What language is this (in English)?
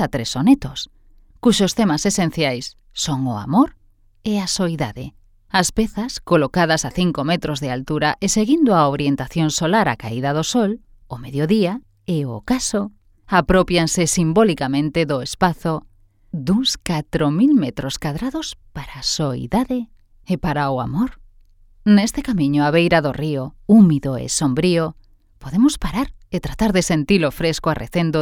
Galician